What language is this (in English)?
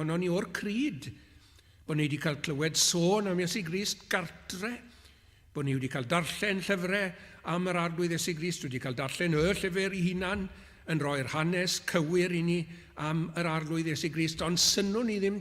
Welsh